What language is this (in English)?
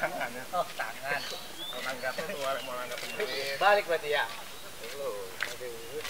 Betawi